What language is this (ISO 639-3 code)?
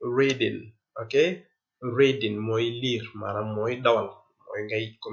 wol